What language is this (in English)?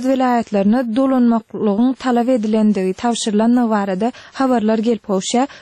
Turkmen